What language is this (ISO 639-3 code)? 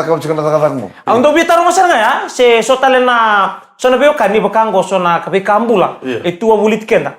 fij